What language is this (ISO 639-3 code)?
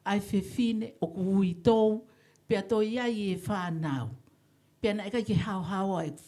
ton